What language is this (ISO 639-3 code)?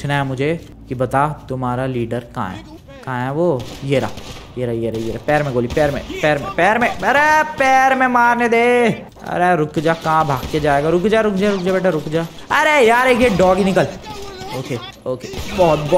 hin